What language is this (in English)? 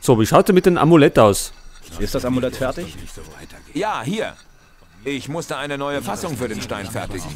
Bavarian